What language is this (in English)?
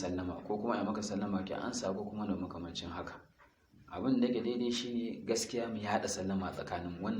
Hausa